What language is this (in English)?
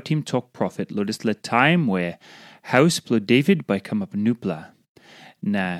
Tok Pisin